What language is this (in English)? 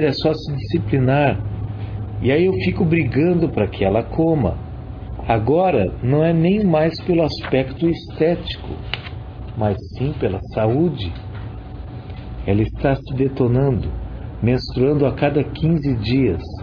Portuguese